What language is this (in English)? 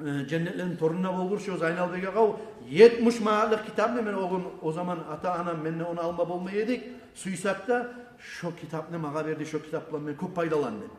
Kumyk